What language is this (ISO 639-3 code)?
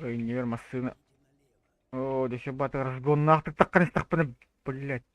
sah